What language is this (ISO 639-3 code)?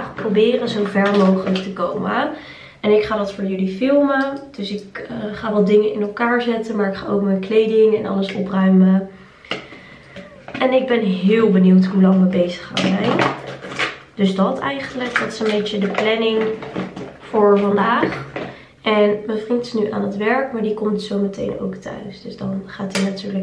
nld